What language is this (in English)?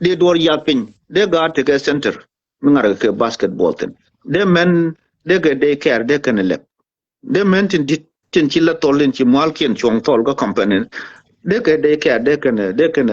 Nuer